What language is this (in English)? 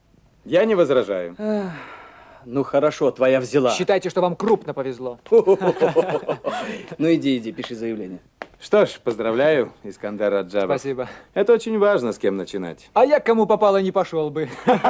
Russian